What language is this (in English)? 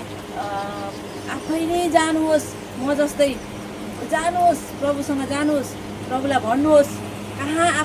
Nepali